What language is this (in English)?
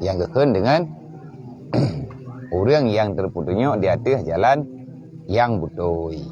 Achinese